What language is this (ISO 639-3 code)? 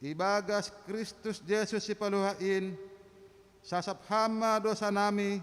bts